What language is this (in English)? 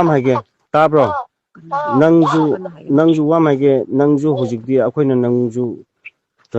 Manipuri